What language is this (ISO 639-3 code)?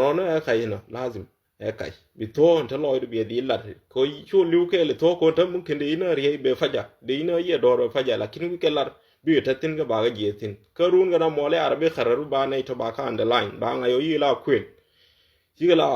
nus